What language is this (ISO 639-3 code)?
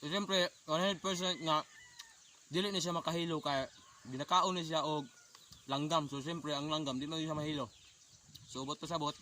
ceb